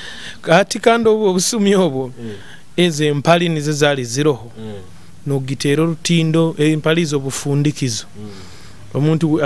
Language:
Nyoro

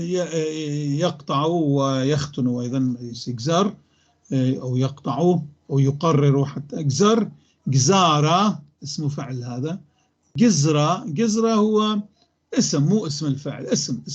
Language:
North Levantine Arabic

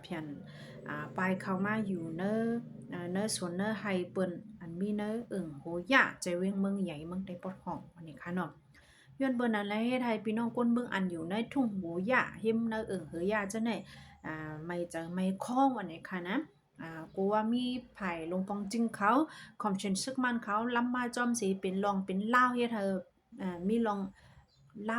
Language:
Shan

